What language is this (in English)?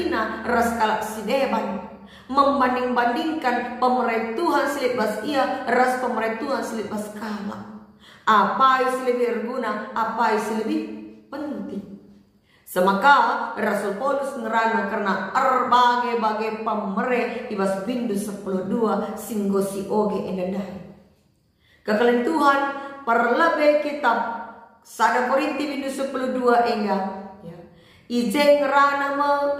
Batak Karo